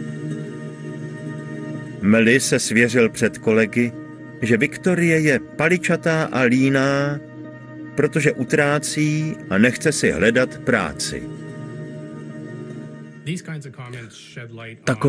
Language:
Czech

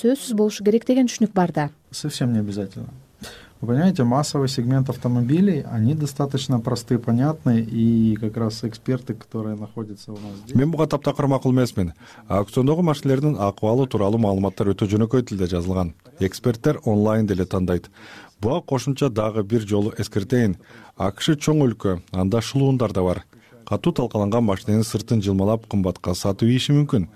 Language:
Kyrgyz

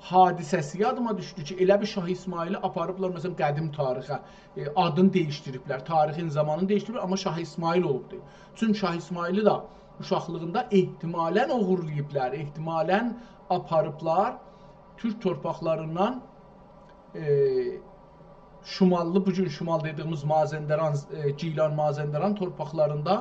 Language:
South Azerbaijani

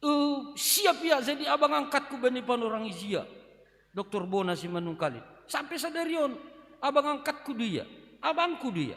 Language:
Batak Simalungun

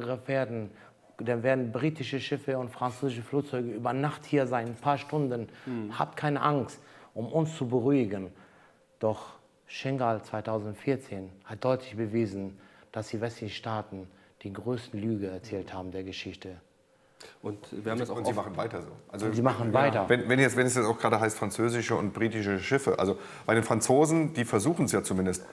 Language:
German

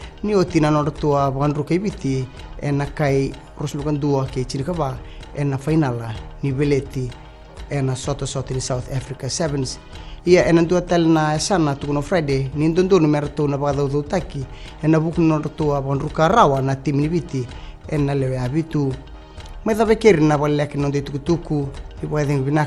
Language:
Fijian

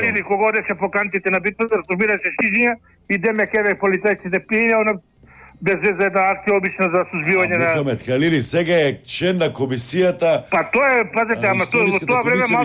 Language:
Macedonian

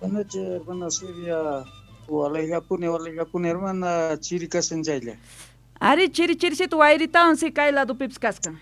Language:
South Bolivian Quechua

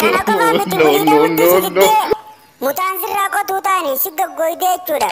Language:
Oromo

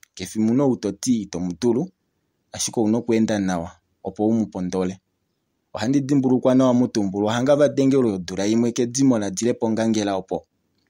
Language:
Kuanyama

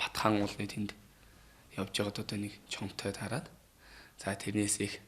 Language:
Mongolian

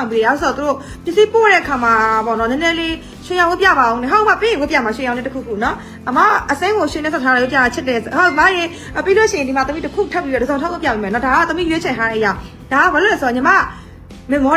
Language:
Burmese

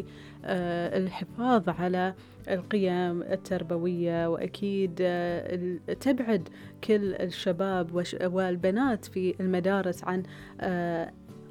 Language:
Gulf Arabic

